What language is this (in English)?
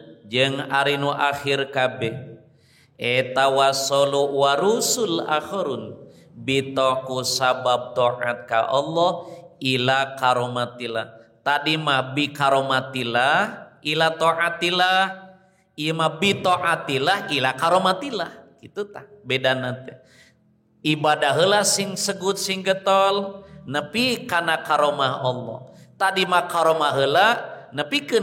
Sundanese